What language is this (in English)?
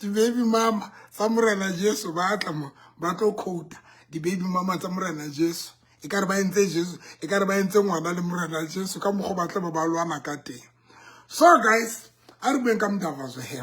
Southern Sotho